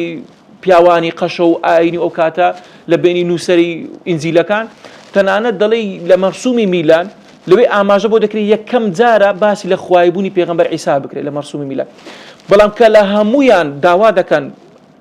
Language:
Central Kurdish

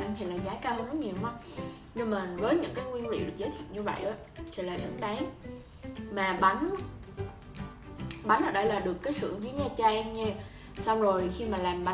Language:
Vietnamese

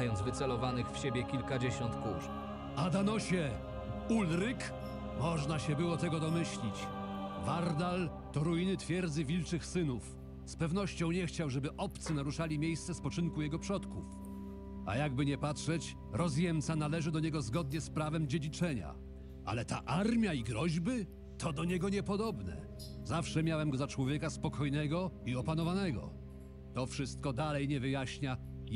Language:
Polish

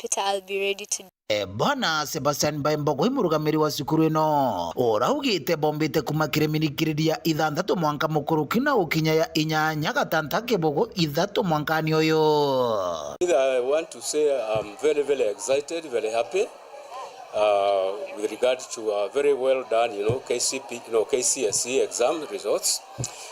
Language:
Meru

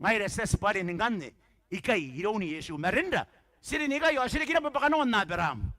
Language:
Gilbertese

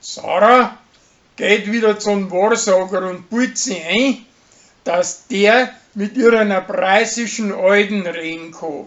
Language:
Bavarian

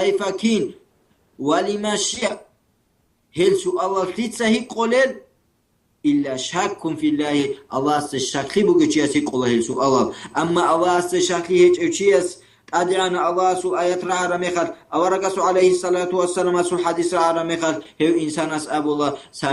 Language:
Avaric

